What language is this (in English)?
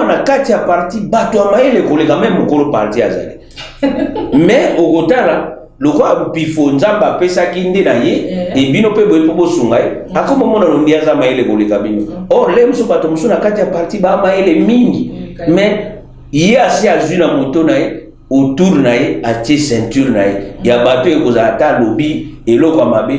Lingala